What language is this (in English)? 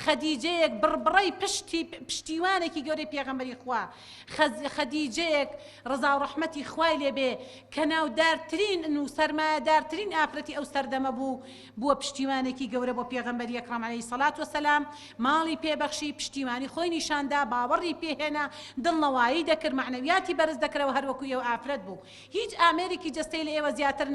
Central Kurdish